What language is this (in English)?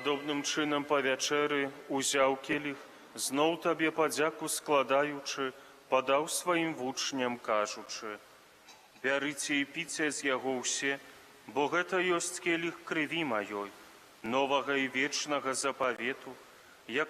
Belarusian